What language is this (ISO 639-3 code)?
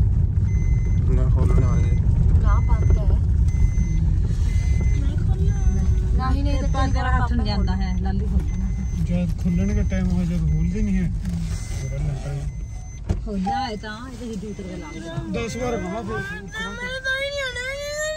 pan